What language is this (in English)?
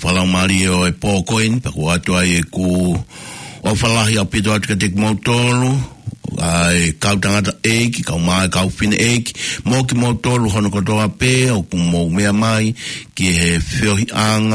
Tongan